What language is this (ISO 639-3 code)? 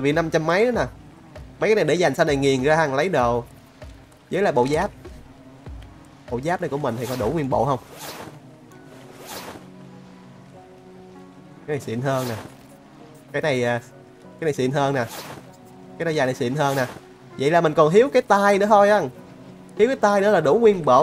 vie